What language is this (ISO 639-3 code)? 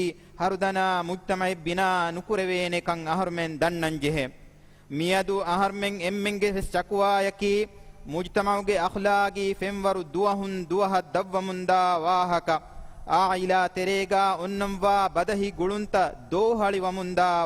div